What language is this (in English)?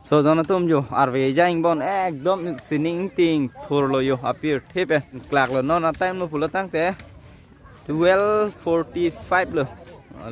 Karbi